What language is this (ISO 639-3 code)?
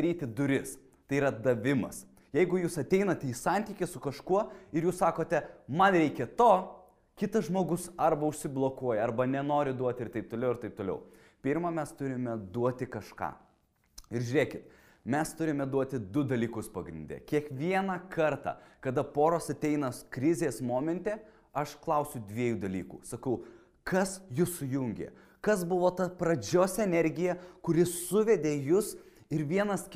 lit